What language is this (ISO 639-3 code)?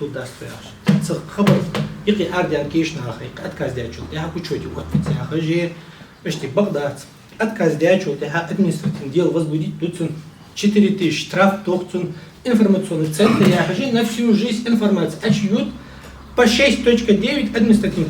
inh